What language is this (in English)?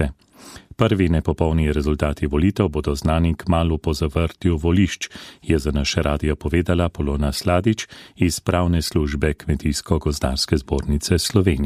Slovenian